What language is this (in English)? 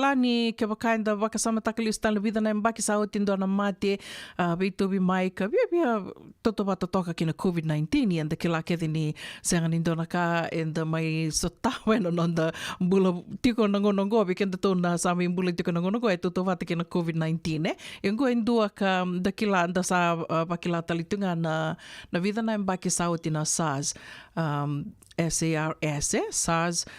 Fijian